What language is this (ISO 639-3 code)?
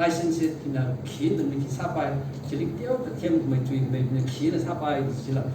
nmf